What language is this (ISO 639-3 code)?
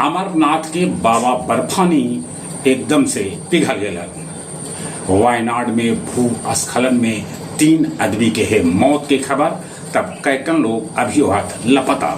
mag